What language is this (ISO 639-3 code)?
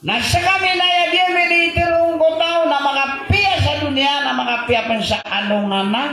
mrw